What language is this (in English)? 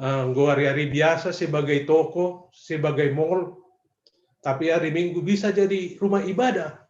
Batak Simalungun